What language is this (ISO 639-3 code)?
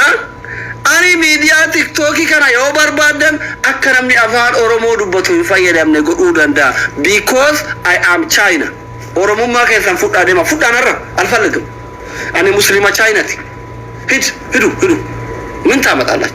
orm